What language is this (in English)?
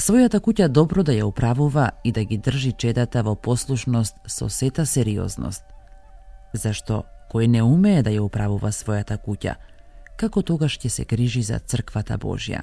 Macedonian